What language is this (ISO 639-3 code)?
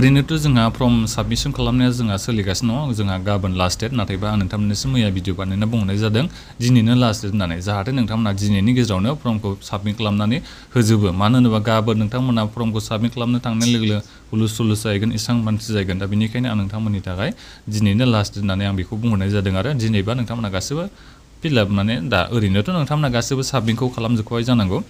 brx